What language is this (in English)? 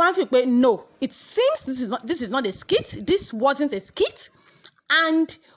Yoruba